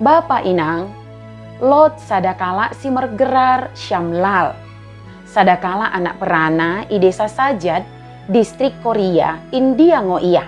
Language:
Batak Dairi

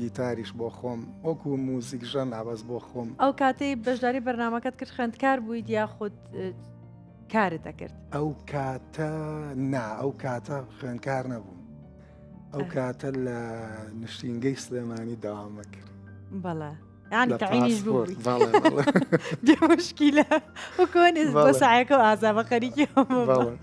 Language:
Central Kurdish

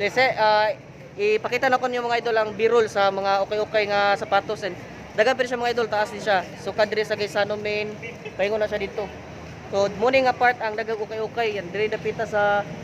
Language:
Cebuano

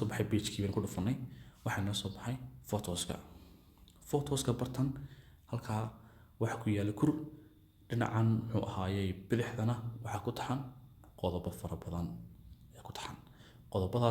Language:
Somali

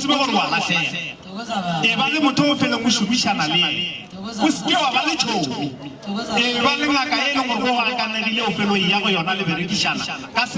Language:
Northern Sotho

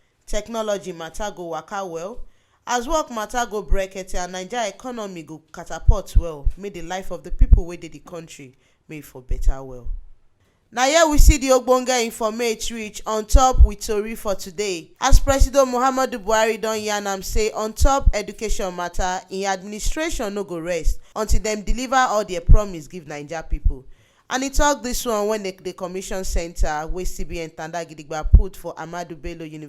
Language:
Nigerian Pidgin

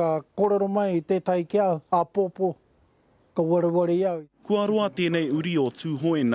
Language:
Māori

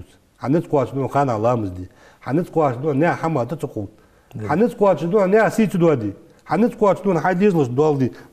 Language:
Ingush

